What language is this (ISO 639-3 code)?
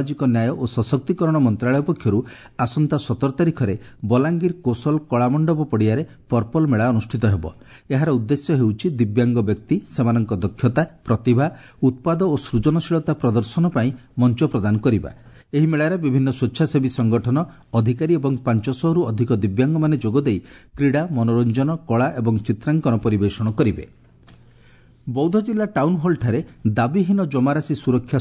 ori